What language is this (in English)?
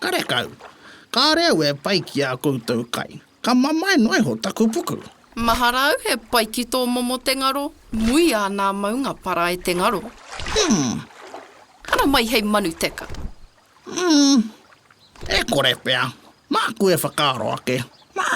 Māori